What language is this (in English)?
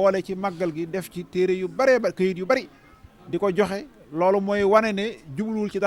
Wolof